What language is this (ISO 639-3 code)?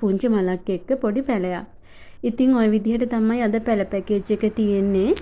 sin